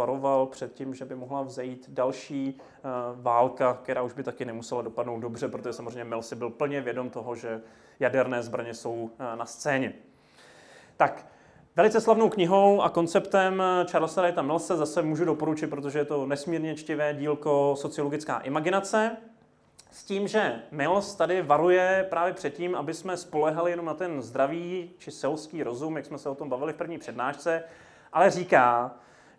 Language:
Czech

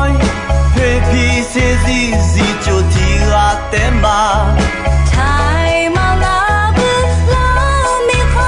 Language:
Akha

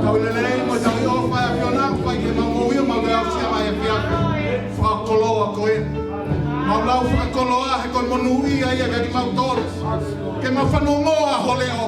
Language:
Tongan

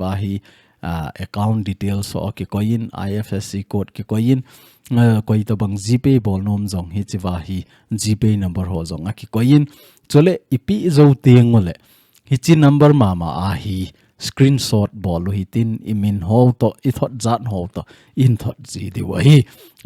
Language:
Thado Chin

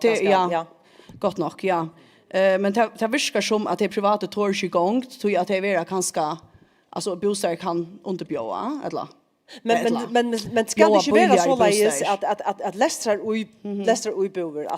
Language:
Faroese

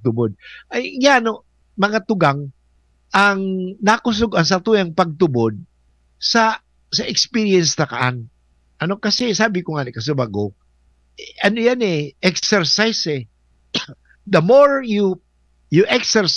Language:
Bikol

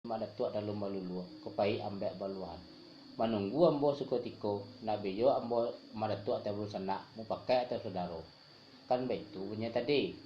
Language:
Minangkabau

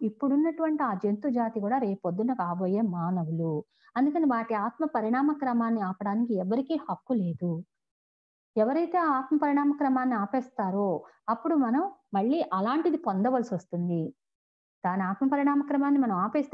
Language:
Telugu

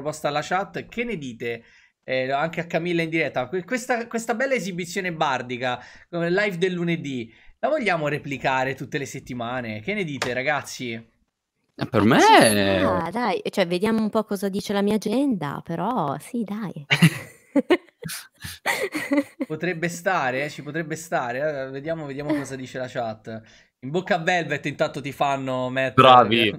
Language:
Italian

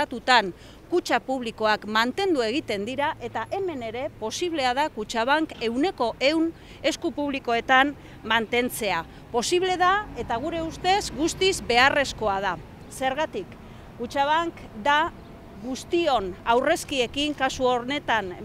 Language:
Basque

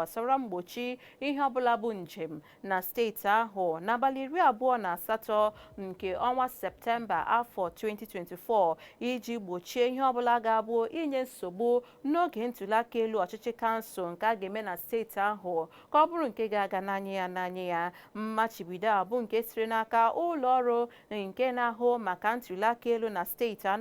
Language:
Igbo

